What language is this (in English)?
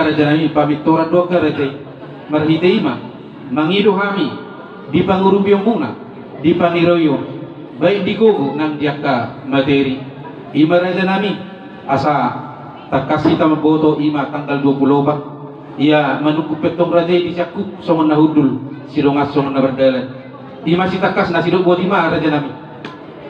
Batak Toba